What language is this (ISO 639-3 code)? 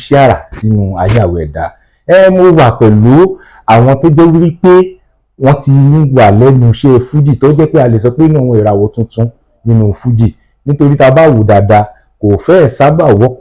yor